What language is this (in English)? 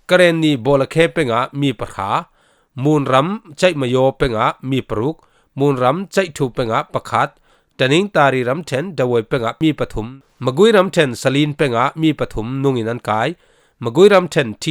Falam Chin